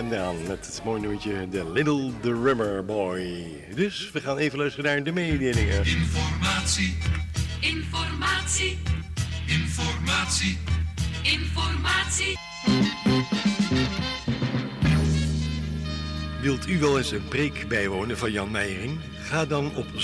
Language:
Dutch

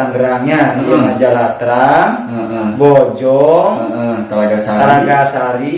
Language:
Sundanese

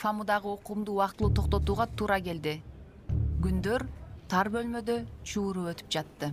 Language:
Kyrgyz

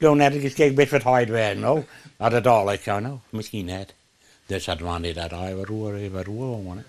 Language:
Western Frisian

